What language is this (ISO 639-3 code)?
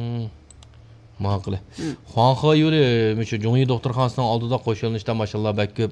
uig